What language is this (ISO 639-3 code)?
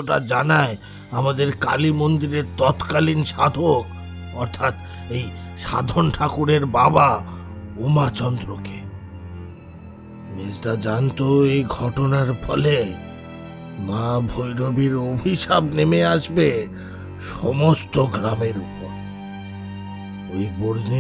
ben